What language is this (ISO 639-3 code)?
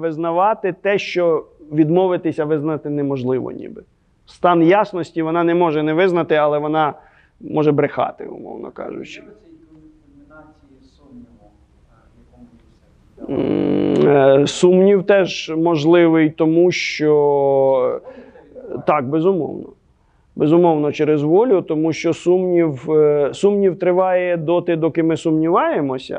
ukr